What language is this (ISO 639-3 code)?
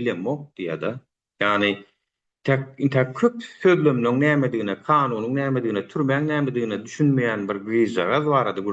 tuk